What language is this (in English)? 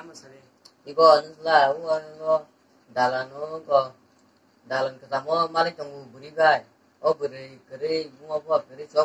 Kok Borok